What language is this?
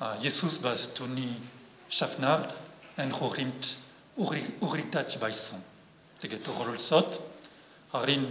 Breton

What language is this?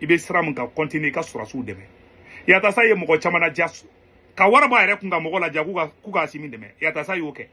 Bambara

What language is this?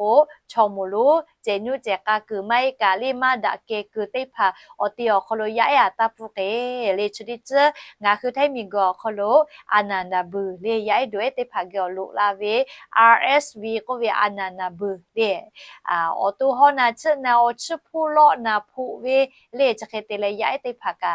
Lahu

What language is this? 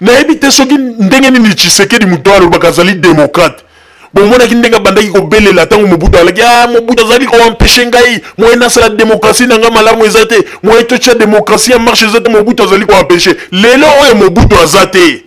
Lingala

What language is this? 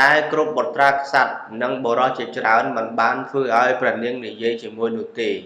Khmer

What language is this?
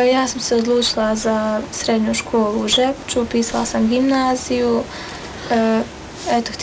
Bosnian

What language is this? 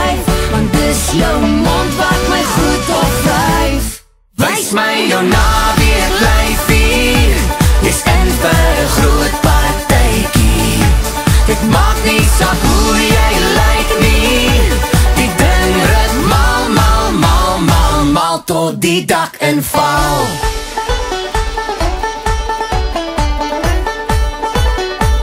Afrikaans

